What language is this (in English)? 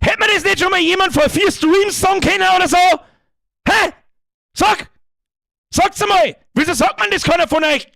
Bavarian